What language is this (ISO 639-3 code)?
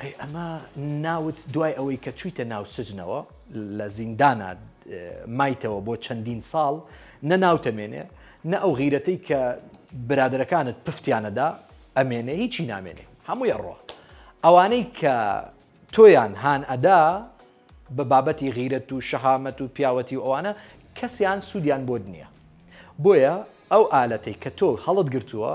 ckb